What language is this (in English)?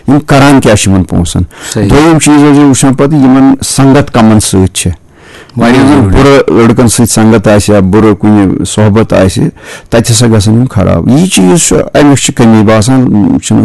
Kashmiri